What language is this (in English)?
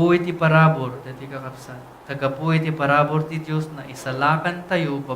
Iloko